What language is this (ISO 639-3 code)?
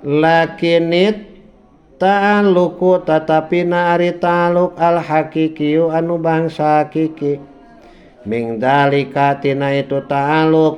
sun